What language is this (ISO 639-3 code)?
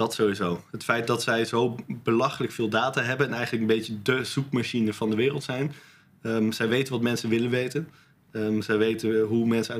nld